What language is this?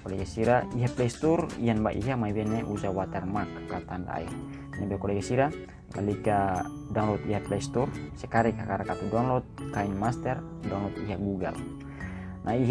Tetum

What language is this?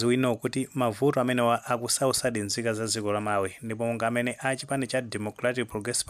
Nyanja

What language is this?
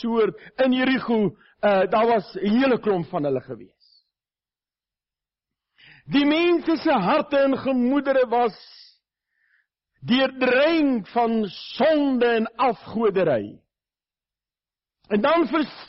Afrikaans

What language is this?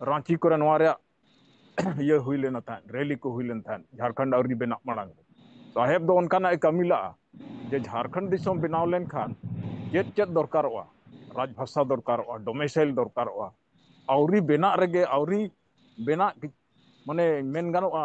Santali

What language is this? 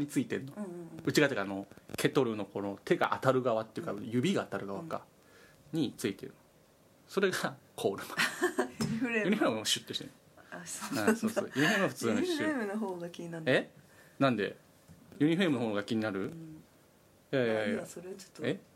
Japanese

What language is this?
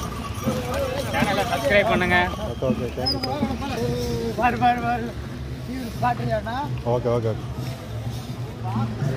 Tamil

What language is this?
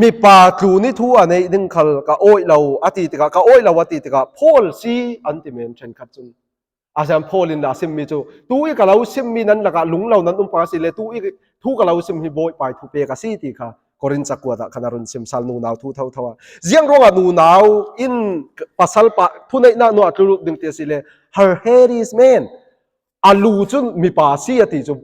Falam Chin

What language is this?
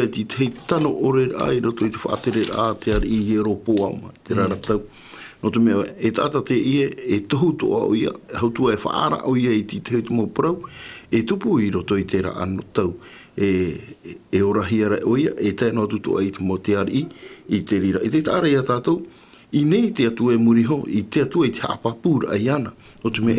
Tahitian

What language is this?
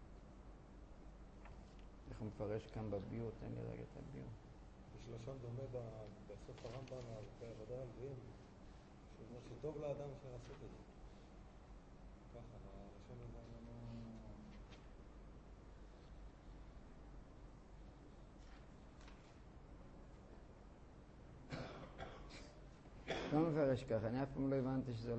Hebrew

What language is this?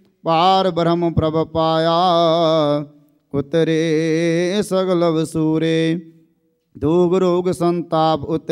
Punjabi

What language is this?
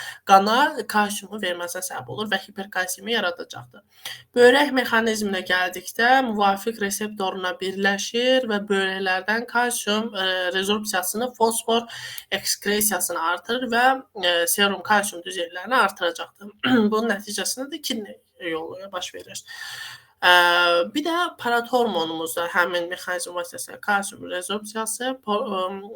Azerbaijani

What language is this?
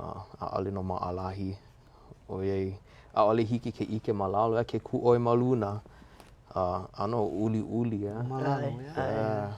Hawaiian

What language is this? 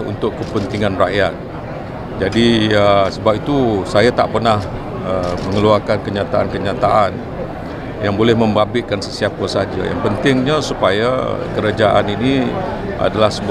Malay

